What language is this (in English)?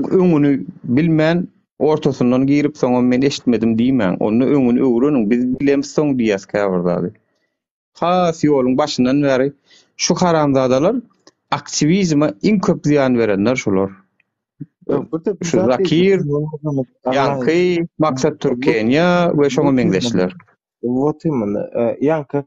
Turkmen